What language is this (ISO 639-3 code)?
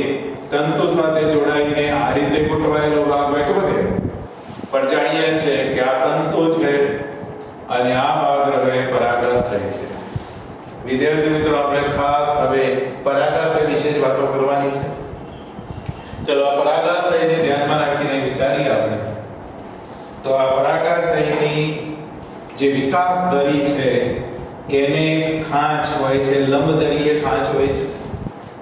guj